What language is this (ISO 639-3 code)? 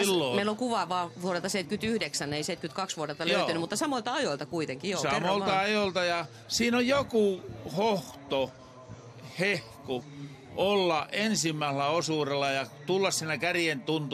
fin